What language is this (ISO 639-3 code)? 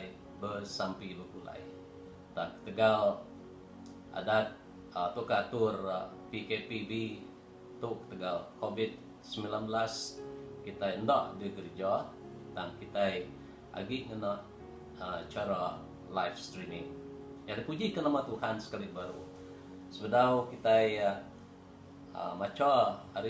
iba